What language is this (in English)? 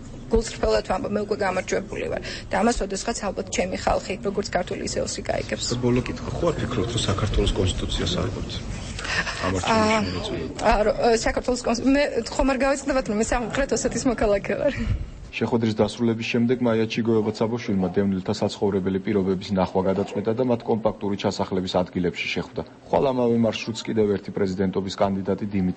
Georgian